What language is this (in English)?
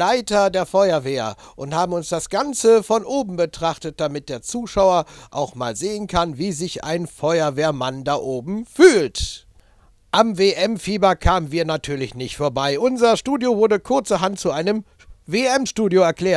German